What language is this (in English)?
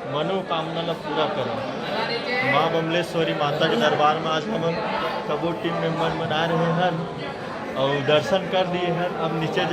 Chhattisgarhi